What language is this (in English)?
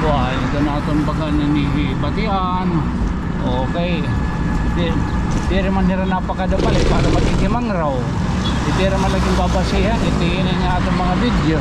Waray